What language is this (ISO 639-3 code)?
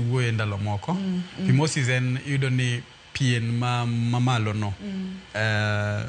luo